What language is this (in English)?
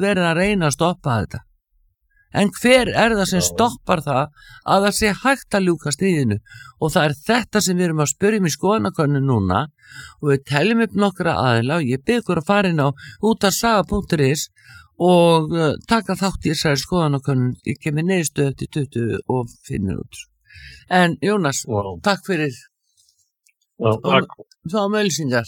Icelandic